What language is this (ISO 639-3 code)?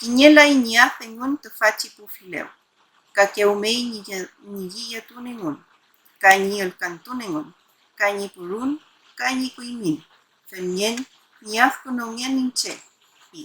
arn